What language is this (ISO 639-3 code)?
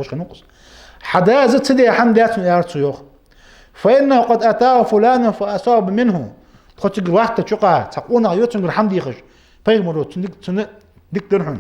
inh